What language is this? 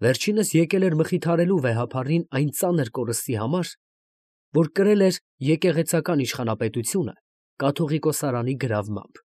Armenian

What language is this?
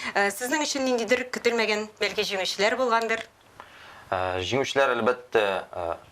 Tatar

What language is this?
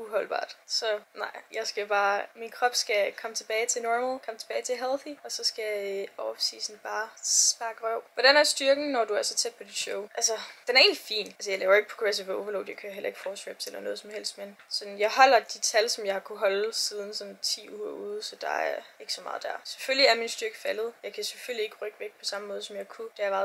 Danish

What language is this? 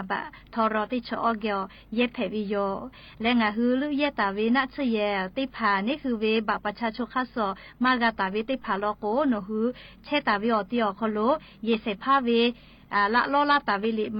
Lahu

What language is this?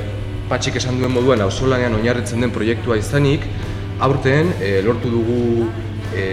Basque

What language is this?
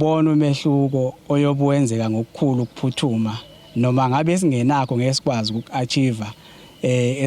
Zulu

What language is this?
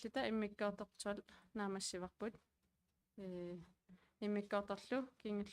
Kalaallisut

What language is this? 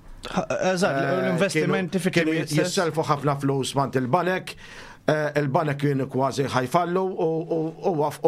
Maltese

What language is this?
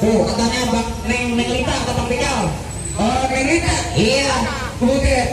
Betawi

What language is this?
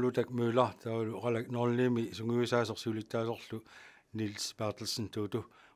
Kalaallisut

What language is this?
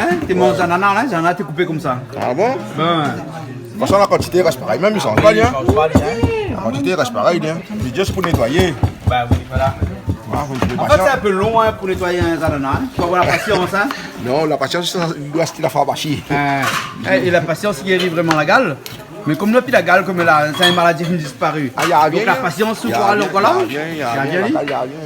Réunion Creole French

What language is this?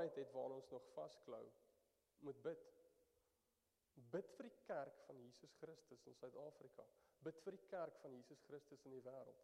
Afrikaans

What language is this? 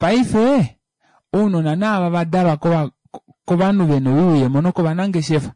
Kuanyama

